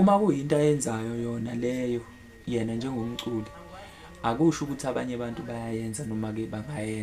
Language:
Zulu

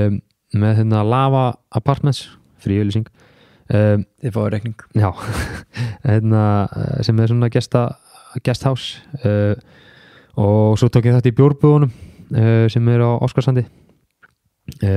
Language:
Icelandic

